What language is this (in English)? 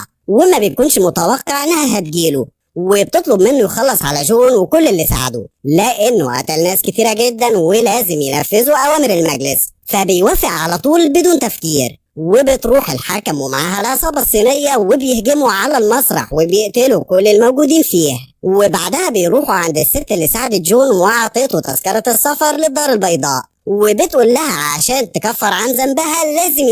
Egyptian Arabic